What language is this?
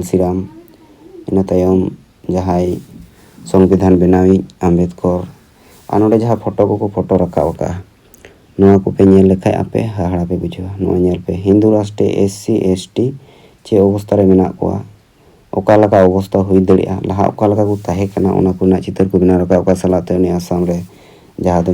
Santali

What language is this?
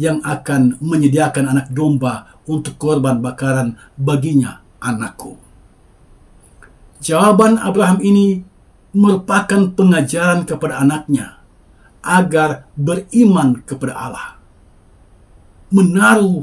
Indonesian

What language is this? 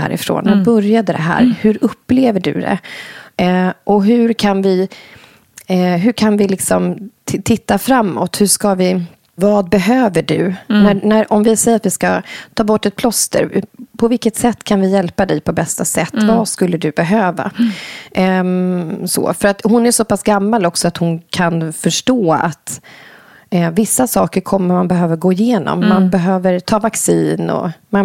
Swedish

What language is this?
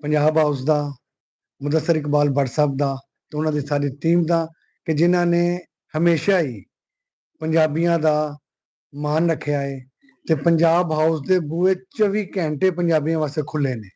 Western Panjabi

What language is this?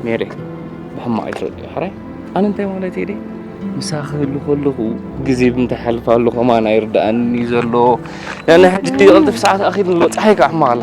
Tigrinya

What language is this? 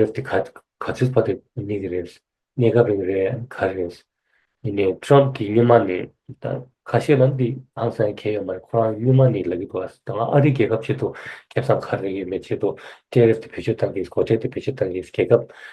Tibetan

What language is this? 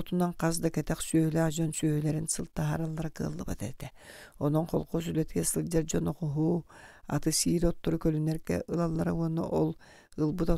Yakut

